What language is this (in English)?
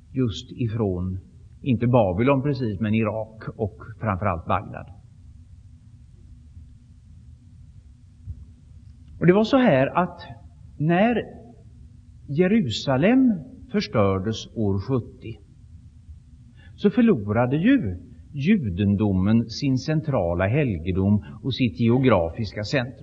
Swedish